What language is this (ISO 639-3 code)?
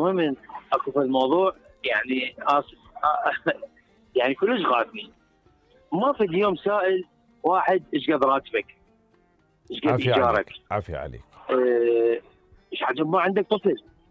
acm